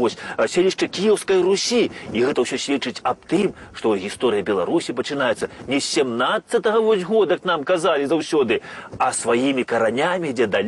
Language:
Belarusian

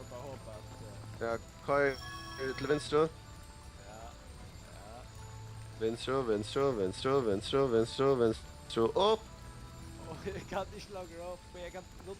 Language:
Faroese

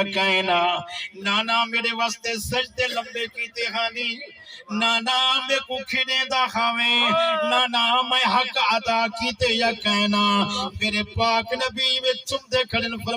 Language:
Saraiki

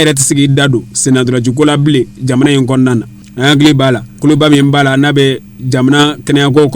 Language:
Bambara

